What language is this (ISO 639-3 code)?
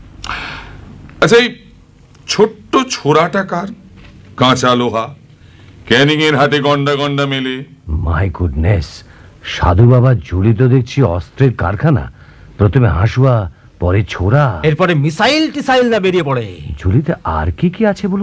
ben